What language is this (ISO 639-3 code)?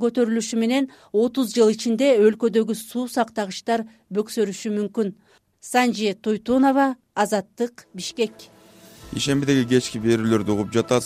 kir